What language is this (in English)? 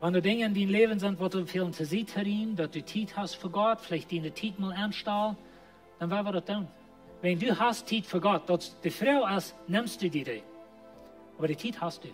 Plautdietsch